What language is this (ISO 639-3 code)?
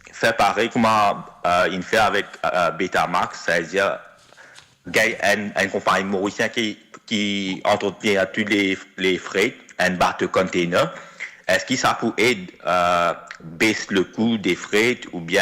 mfe